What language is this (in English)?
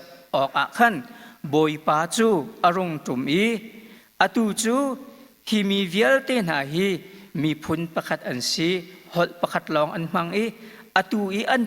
Hakha Chin